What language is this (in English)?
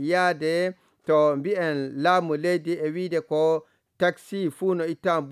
Nigerian Fulfulde